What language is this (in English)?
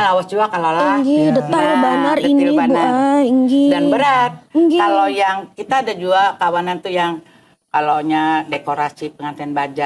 Banjar